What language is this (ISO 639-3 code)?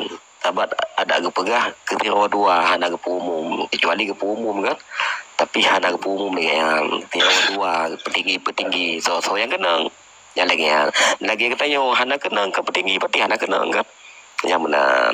ace